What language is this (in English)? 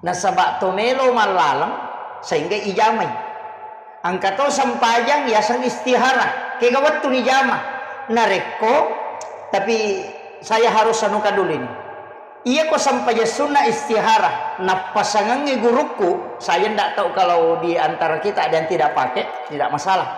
Buginese